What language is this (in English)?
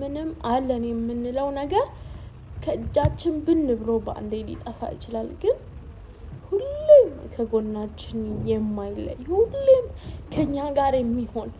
Amharic